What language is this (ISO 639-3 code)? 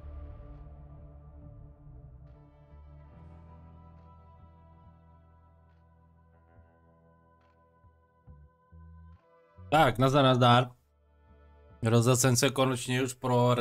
ces